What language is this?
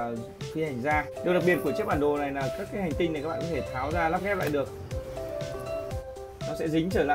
Vietnamese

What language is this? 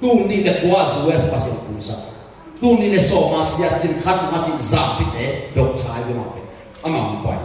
Tedim Chin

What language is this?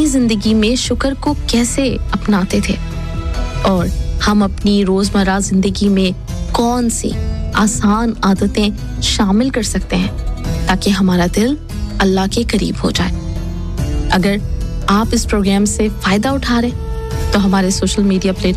Urdu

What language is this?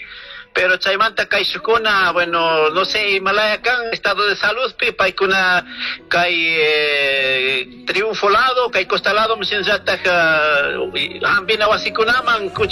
Chimborazo Highland Quichua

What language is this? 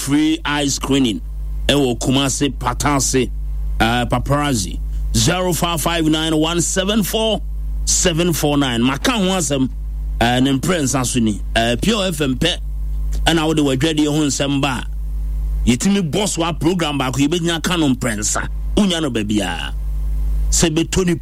Akan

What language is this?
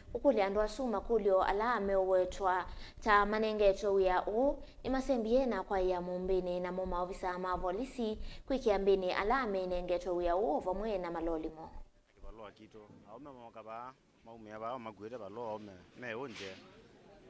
Kamba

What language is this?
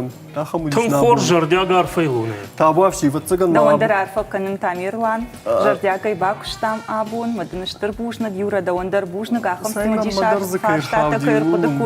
Ossetic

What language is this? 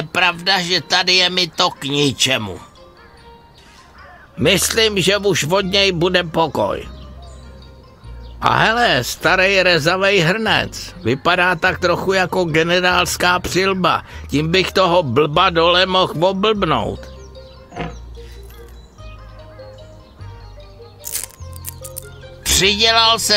Czech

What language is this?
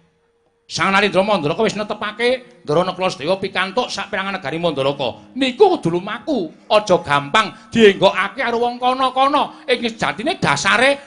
Javanese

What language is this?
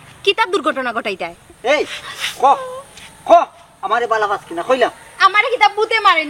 Sylheti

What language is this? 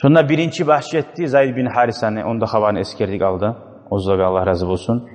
Kumyk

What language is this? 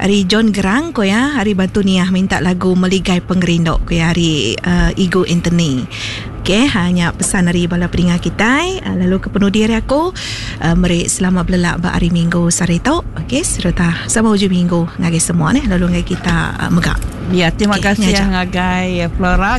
Iban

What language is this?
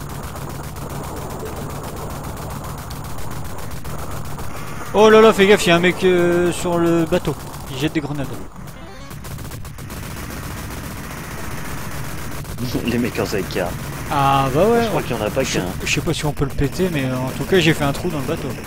French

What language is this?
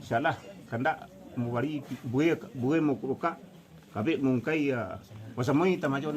Minangkabau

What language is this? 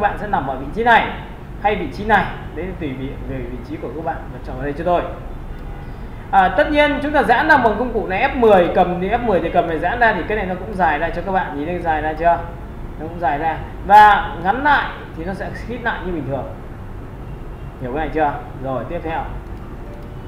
Vietnamese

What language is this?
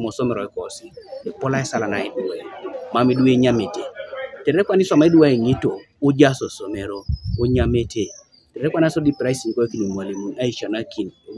Teso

